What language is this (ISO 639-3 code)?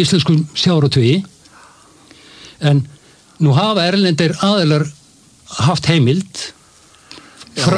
isl